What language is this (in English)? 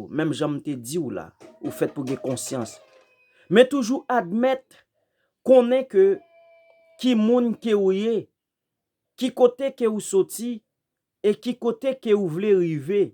Haitian Creole